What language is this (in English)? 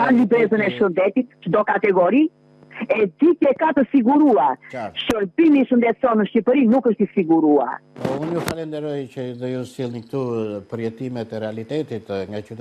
Albanian